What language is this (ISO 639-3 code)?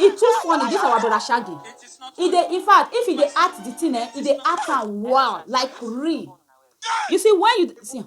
pcm